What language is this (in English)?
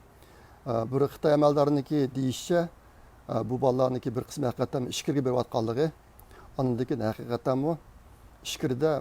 Uyghur